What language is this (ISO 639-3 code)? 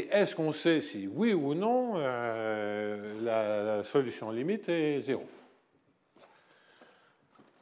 fra